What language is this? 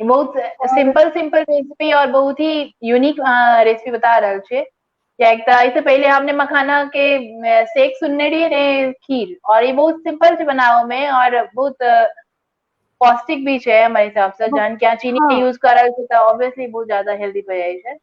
Maithili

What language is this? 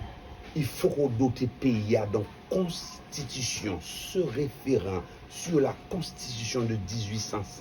Haitian Creole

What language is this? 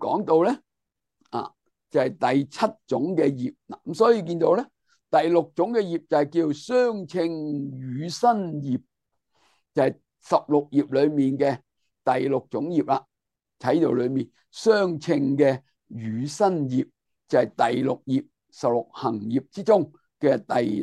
Cantonese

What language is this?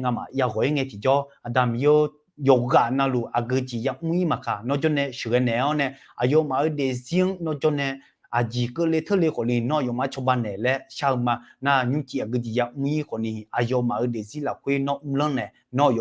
Akha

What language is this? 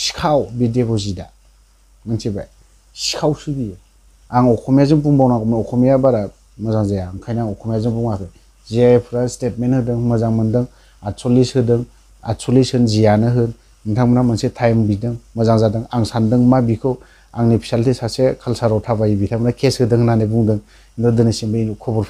Bodo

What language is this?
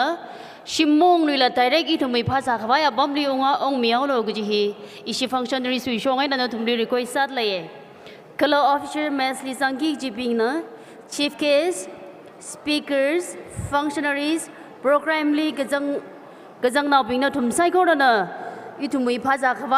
Tangkhul Naga (India)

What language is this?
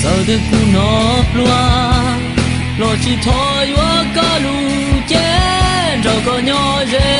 Hmong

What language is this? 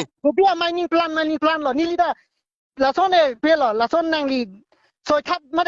Karbi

